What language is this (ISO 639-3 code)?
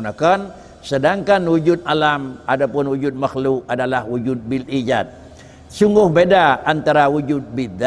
ace